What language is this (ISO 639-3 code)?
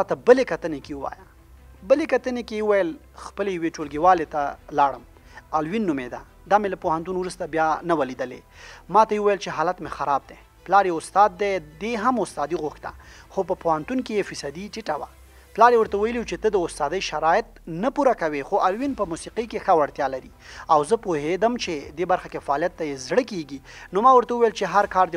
pus